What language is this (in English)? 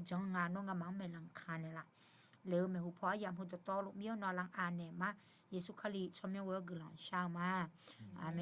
Akha